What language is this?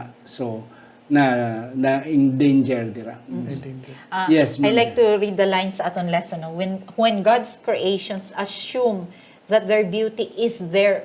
Hiligaynon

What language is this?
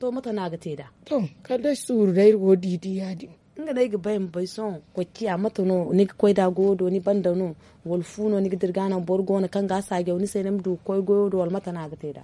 Zarma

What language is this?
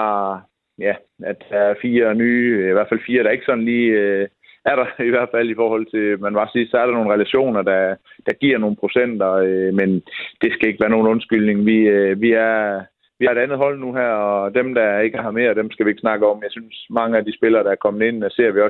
Danish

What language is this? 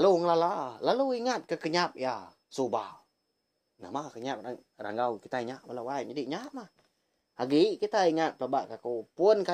Iban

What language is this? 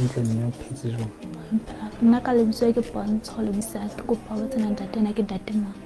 Southern Sotho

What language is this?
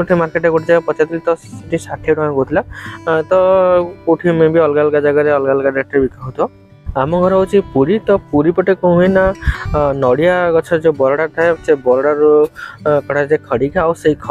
Odia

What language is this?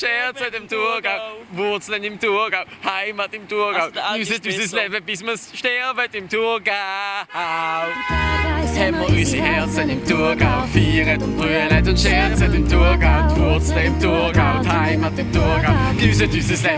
Swiss German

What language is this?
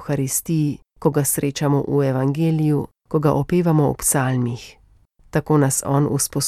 Slovenian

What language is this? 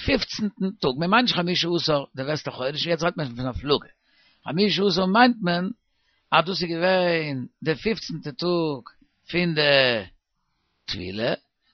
Yiddish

